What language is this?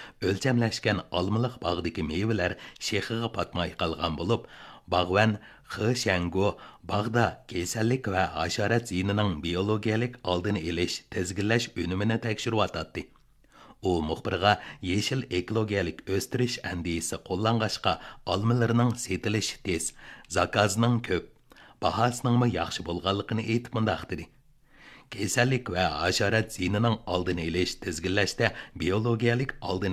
Uyghur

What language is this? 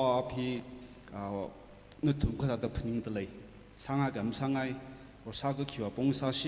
Tangkhul Naga (India)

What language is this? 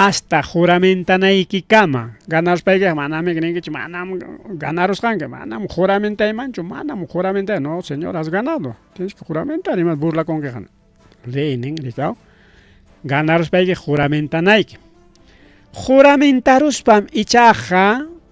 Ayacucho Quechua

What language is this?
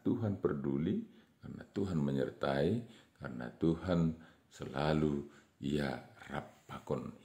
Batak Simalungun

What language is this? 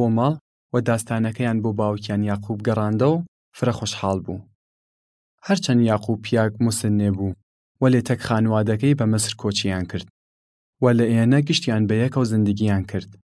Southern Kurdish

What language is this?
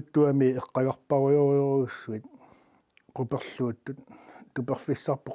Kalaallisut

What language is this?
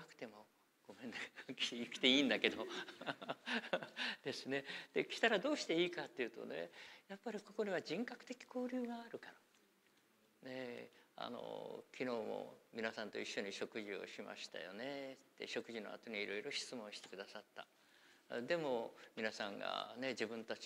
Japanese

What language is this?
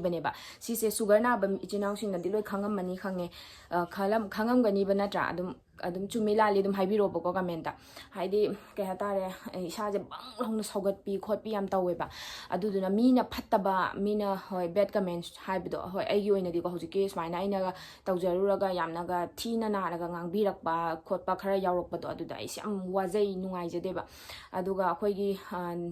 Manipuri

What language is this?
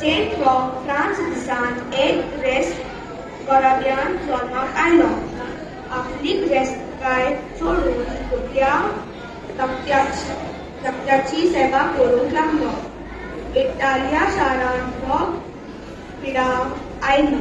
Konkani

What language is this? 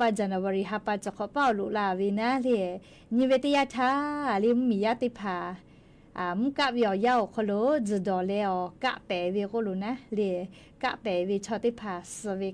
Lahu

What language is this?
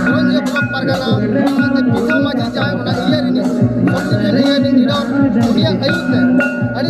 Santali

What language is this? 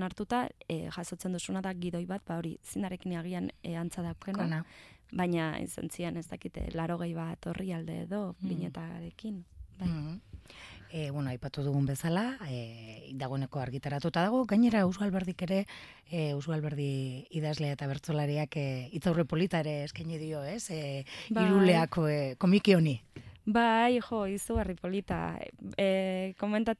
Basque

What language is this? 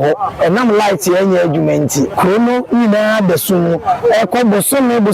Akan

